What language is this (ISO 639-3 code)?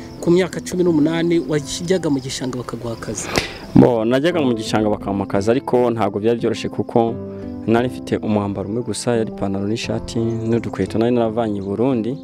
kin